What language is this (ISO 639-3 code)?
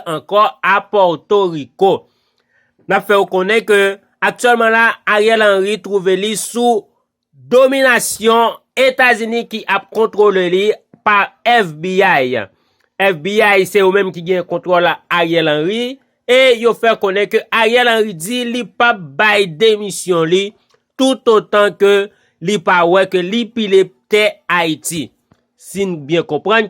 hat